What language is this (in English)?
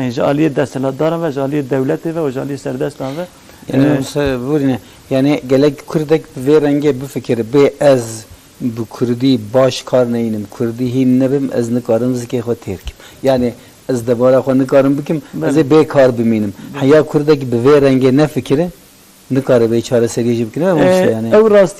Kurdish